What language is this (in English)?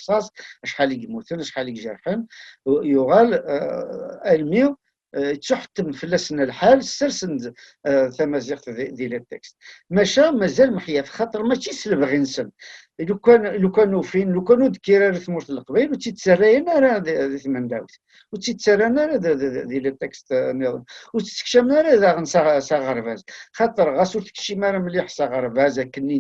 Kabyle